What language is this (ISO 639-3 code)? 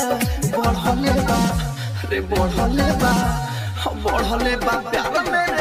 bho